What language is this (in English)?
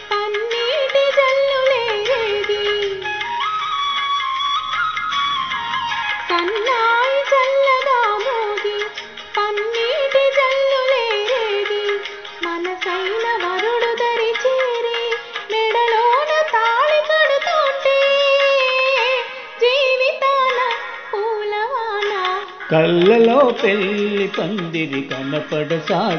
Telugu